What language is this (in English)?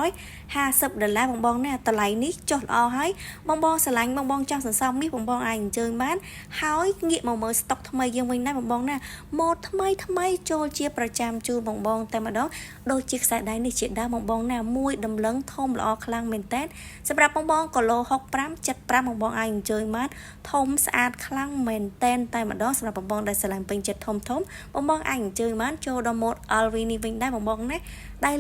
Khmer